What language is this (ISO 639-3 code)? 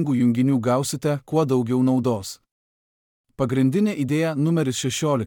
lit